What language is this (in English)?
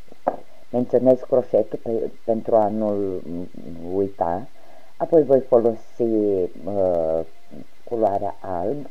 Romanian